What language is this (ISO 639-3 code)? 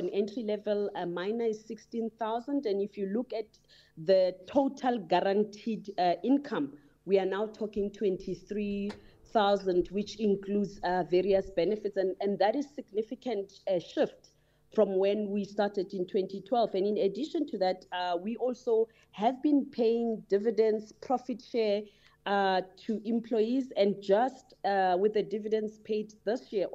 eng